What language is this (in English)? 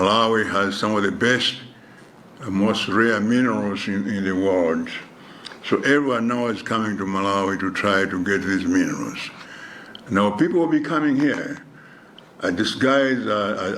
English